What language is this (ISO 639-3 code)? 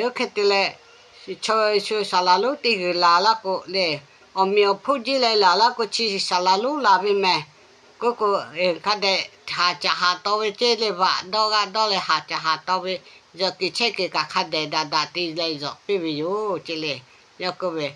lhu